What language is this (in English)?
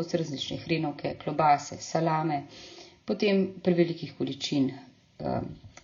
Slovenian